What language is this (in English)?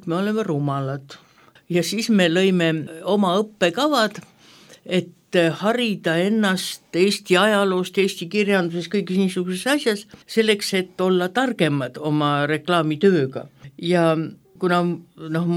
Estonian